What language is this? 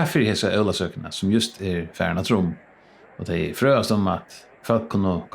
Faroese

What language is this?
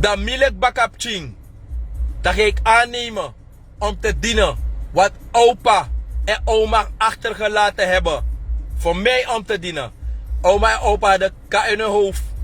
Sranan Tongo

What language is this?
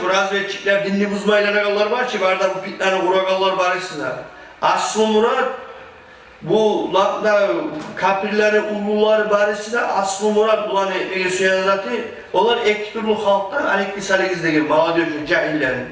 Kumyk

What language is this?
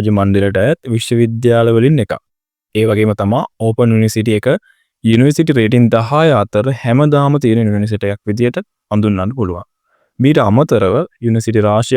Sinhala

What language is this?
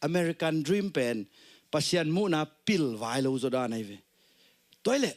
Tedim Chin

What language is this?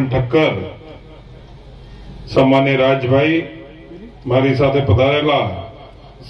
Gujarati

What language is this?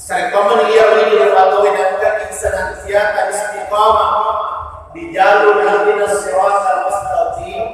Buginese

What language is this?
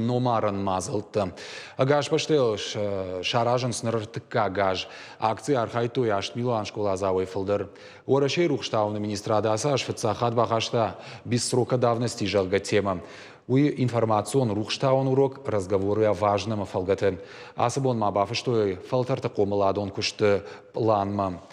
Ossetic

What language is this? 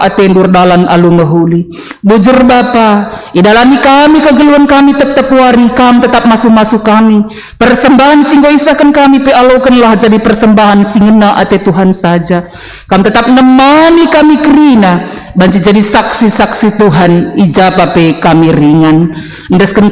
Batak Karo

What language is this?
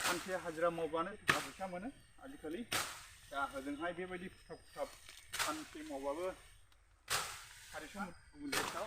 Bodo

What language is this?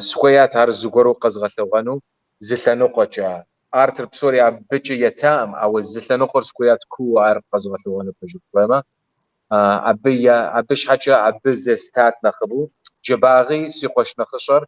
Kabardian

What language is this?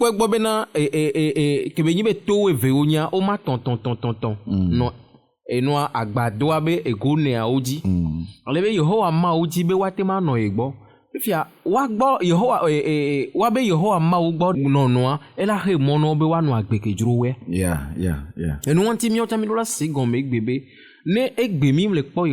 Ewe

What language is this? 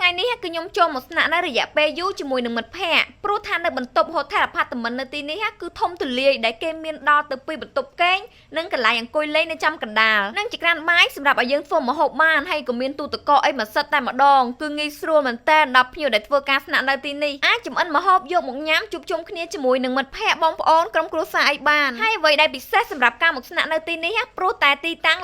Khmer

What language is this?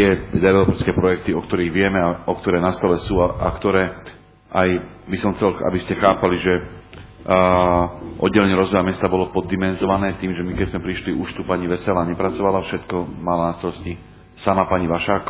Slovak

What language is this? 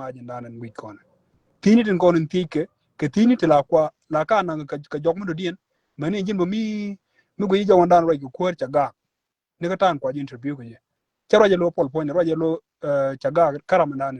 Nuer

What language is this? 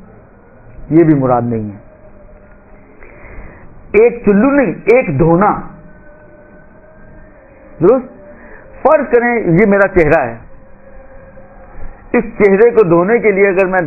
Urdu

